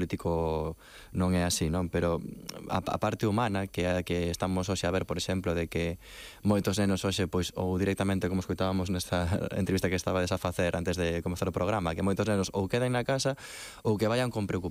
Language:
Galician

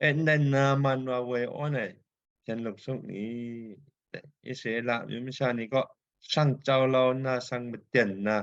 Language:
Kachin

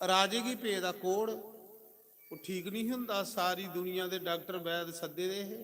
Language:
Dogri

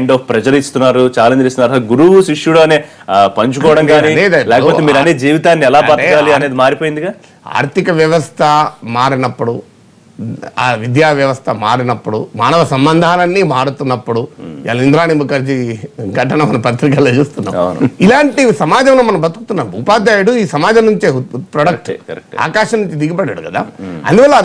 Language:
Telugu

